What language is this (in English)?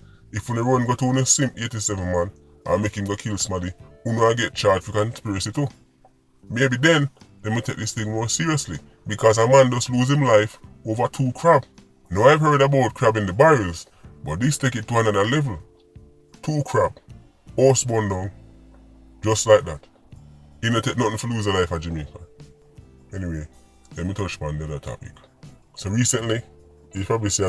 Jamaican Creole English